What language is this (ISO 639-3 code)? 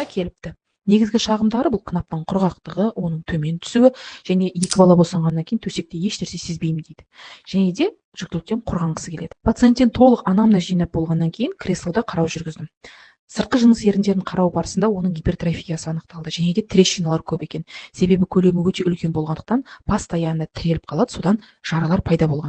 kaz